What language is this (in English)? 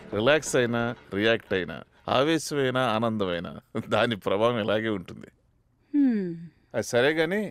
Telugu